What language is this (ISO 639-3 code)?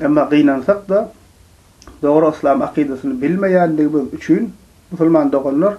tuk